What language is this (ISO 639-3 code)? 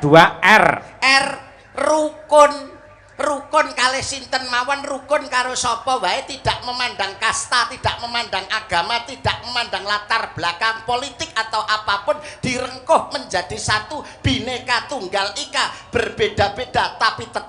jav